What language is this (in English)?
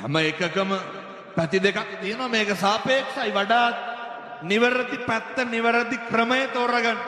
Sinhala